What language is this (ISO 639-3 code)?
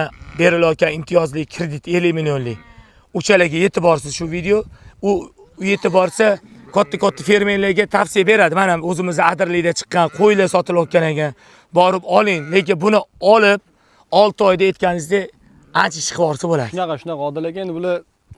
uzb